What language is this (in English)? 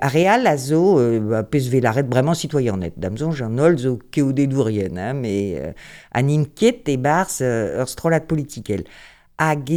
Breton